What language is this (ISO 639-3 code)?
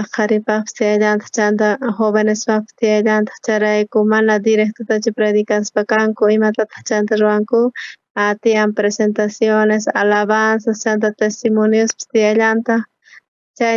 quh